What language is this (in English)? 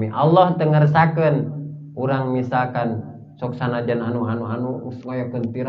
Sundanese